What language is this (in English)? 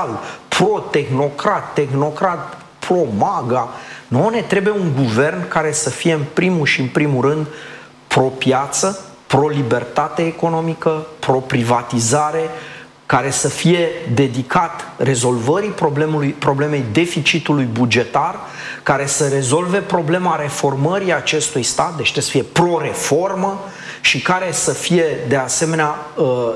Romanian